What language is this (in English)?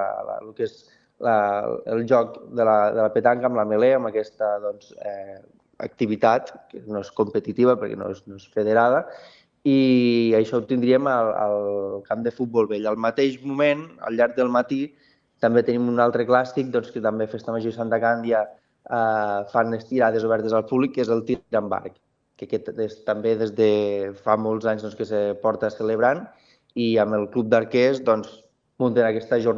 Catalan